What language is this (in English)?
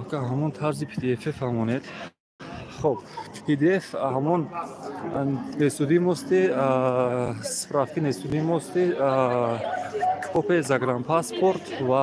Tajik